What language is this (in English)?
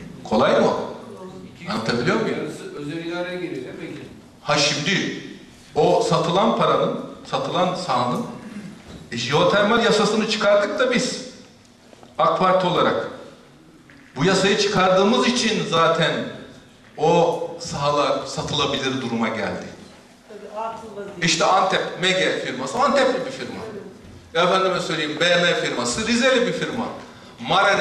Turkish